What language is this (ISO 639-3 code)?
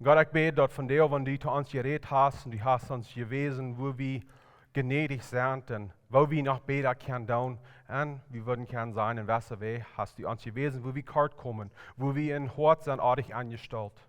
pdt